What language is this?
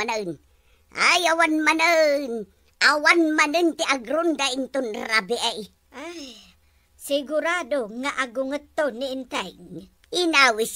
Iloko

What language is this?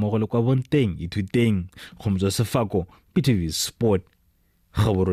Tswana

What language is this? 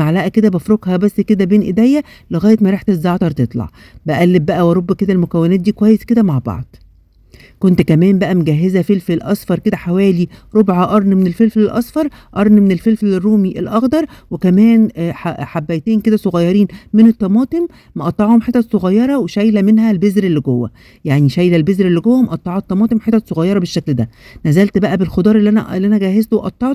Egyptian Arabic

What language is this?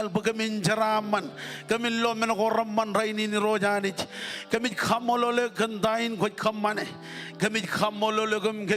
Marshallese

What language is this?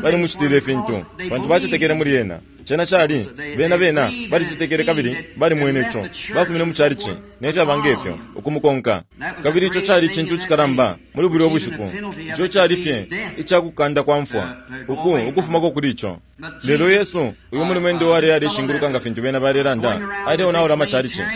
Bemba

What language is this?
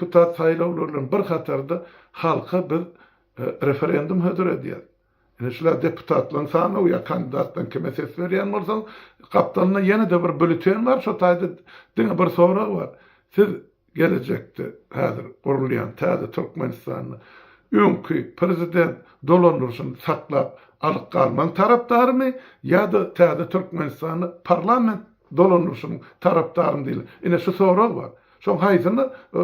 Turkmen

